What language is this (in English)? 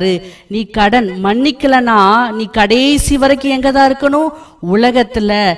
Tamil